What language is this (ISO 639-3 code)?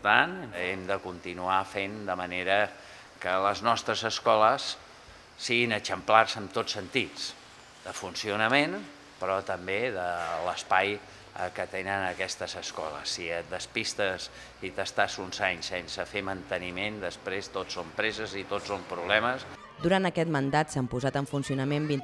cat